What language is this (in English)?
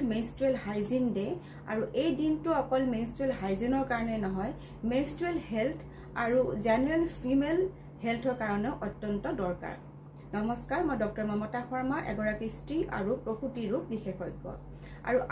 Assamese